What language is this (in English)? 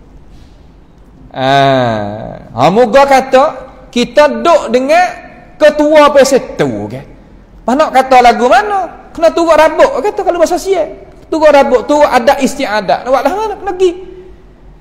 Malay